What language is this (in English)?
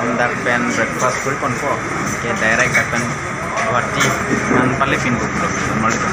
Karbi